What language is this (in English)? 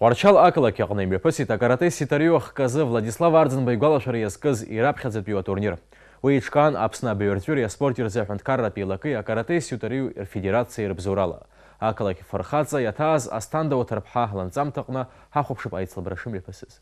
Abkhazian